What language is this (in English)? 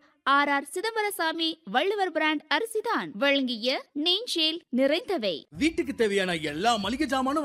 Tamil